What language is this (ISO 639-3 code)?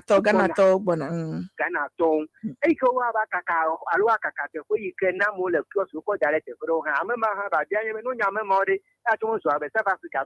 ewe